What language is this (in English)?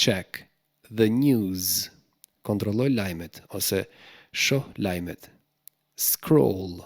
Albanian